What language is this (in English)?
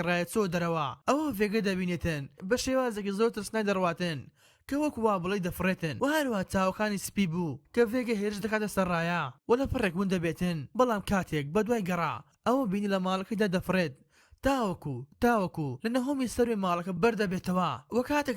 Central Kurdish